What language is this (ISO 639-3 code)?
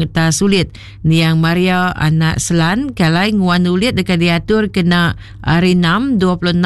iba